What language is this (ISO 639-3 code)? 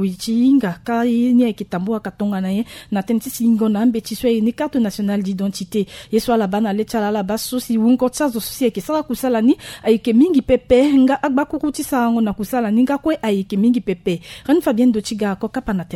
sag